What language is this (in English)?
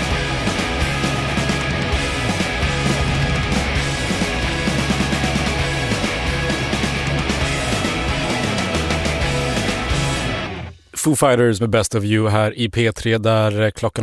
Swedish